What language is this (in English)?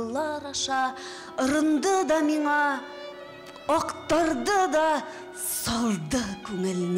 Tatar